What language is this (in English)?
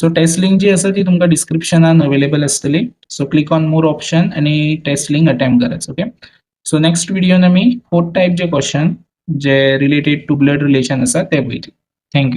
Konkani